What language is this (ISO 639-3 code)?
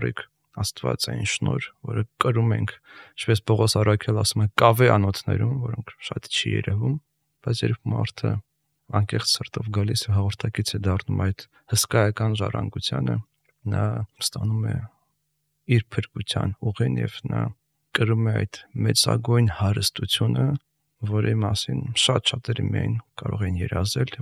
hye